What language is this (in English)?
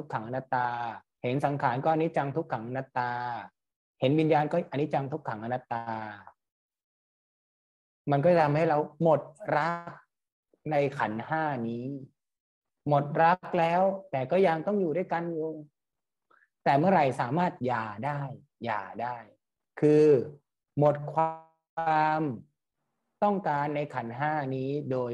Thai